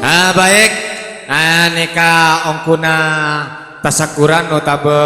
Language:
Madurese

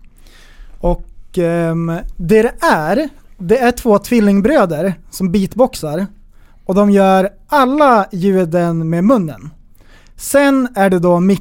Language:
Swedish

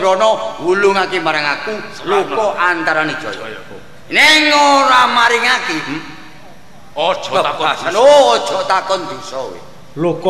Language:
Javanese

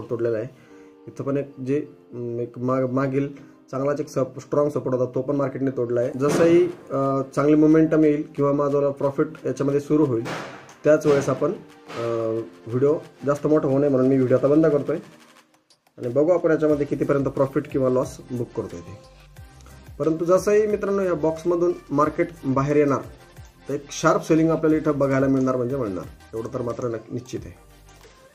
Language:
Marathi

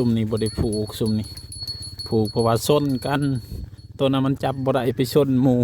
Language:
Northeastern Thai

